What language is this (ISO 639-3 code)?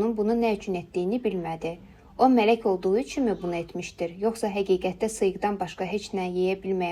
aze